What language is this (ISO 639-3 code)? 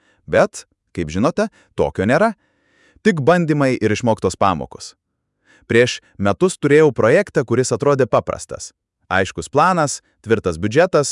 lit